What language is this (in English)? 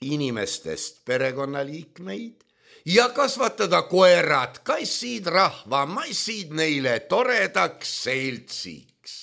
Estonian